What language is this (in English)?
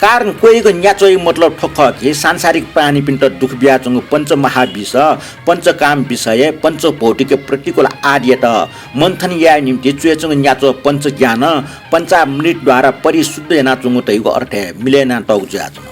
Newari